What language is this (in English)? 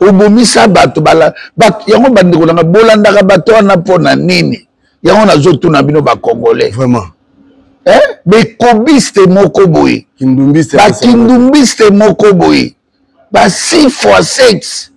Lingala